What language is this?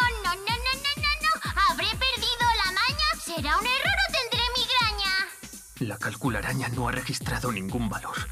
Spanish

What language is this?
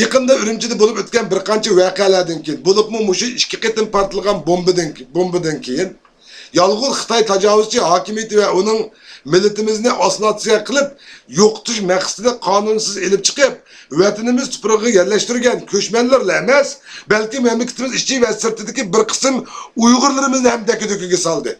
Uyghur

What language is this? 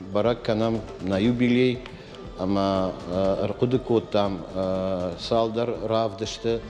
Ossetic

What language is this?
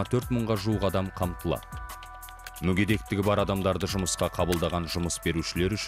Kazakh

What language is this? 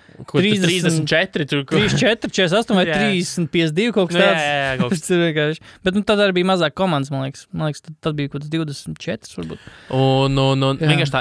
Latvian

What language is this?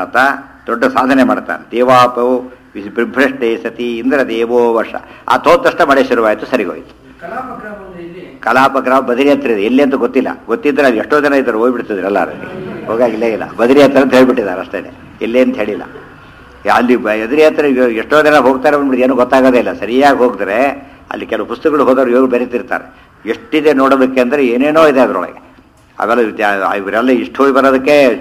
Kannada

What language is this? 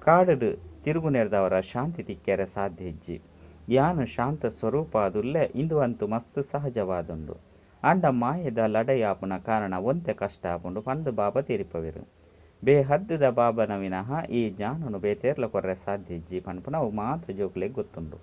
Tulu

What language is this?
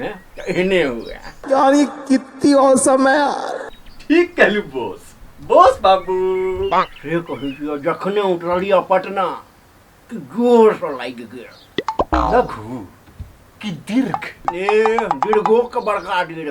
Maithili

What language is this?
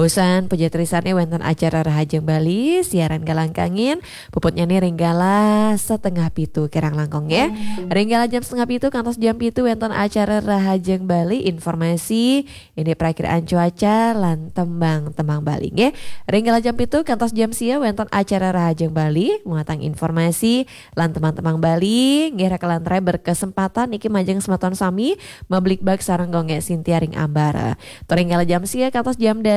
Balinese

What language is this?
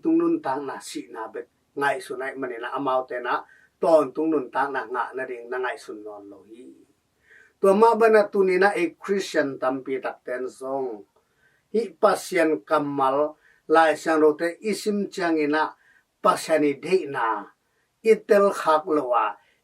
Tedim Chin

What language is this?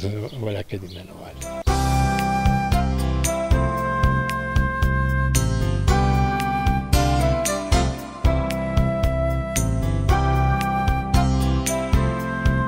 Slovak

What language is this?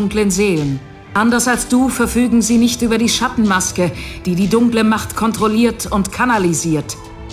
Bavarian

